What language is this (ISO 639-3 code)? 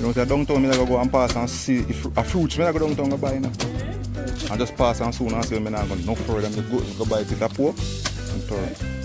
jam